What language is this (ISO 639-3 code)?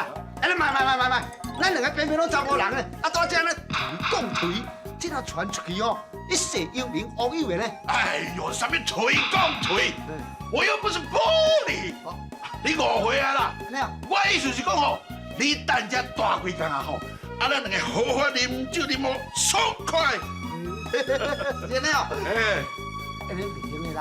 nan